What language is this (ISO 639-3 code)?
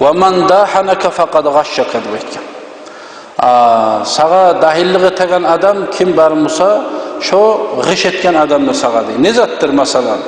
kum